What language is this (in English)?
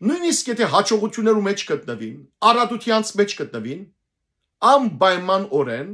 Western Armenian